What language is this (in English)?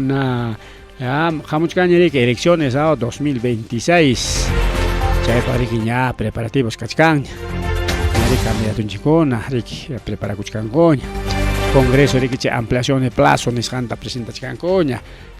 Ayacucho Quechua